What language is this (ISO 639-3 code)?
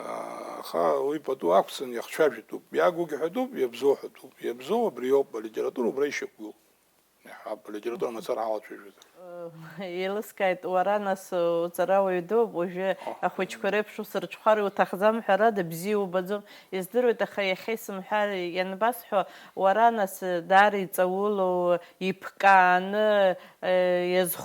abk